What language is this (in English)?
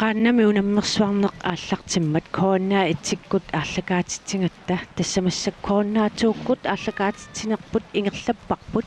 Kalaallisut